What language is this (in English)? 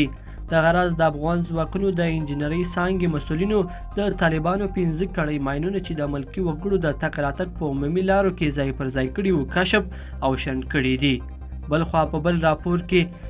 Pashto